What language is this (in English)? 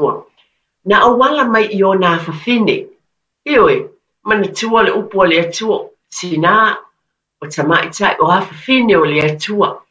Samoan